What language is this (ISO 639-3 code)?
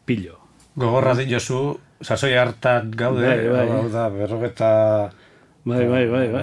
eus